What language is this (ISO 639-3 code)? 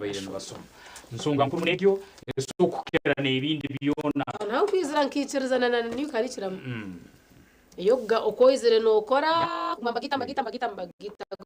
nyn